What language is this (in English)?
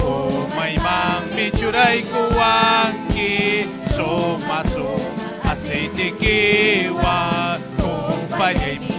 Ayacucho Quechua